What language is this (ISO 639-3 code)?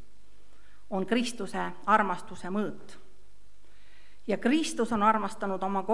est